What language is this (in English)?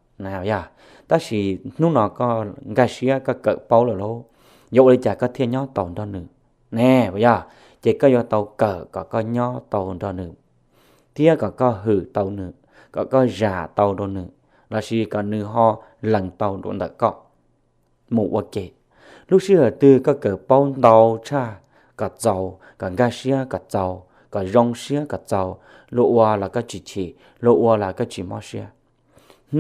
Hmong